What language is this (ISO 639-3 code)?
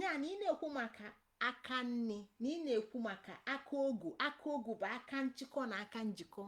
ibo